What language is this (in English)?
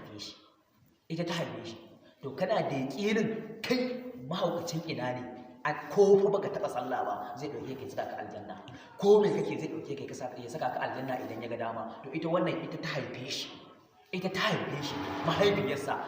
Hausa